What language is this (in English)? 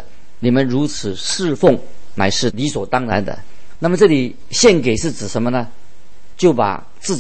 Chinese